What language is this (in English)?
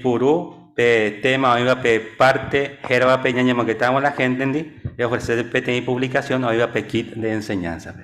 Guarani